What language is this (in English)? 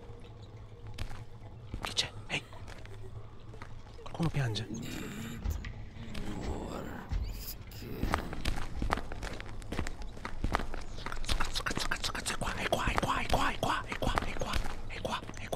Italian